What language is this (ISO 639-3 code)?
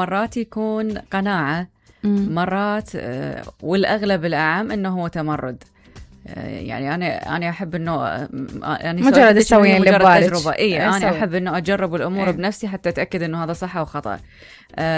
acm